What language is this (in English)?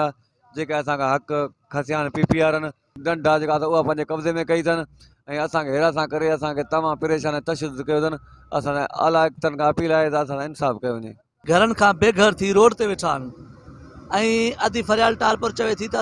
Sindhi